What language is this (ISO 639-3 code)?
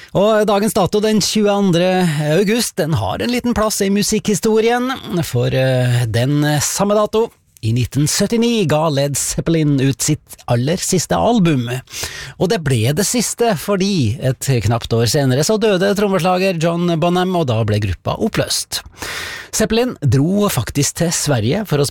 nor